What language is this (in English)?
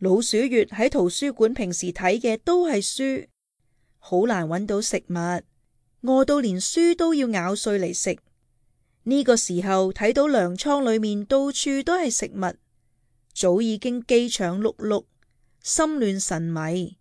Cantonese